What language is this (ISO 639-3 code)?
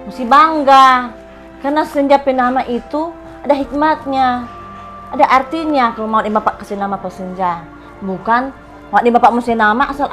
xmm